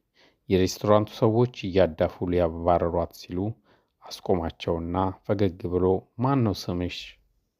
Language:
Amharic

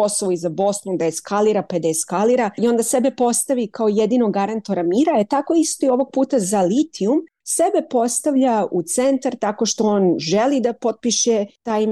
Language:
Serbian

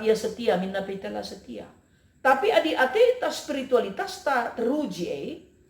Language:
Batak Karo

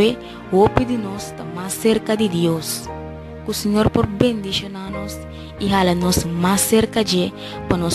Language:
Papiamento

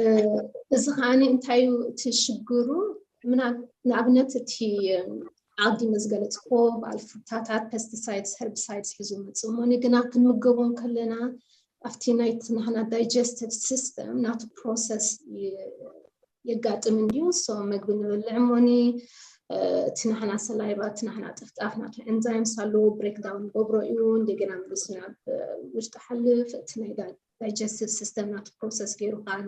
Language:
Tigrinya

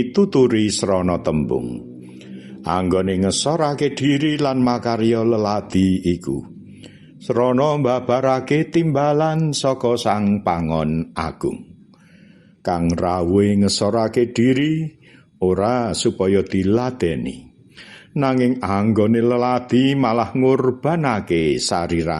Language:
Javanese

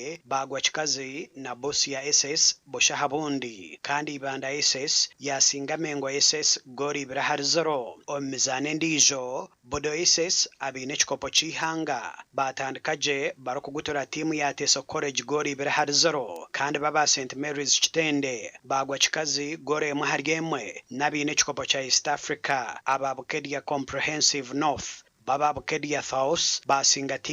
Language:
Nyankole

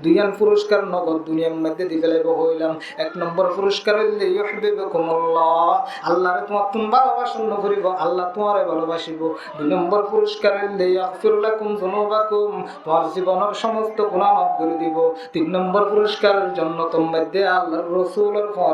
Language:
Rohingya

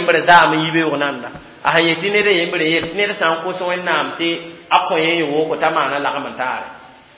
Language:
Mossi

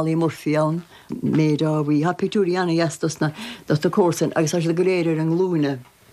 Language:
Irish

